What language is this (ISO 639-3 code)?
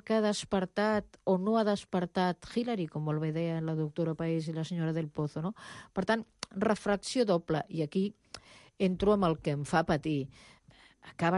cat